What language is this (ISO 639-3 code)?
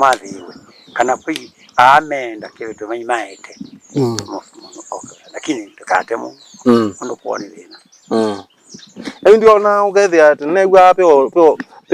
kam